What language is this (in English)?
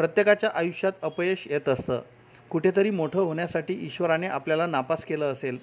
Marathi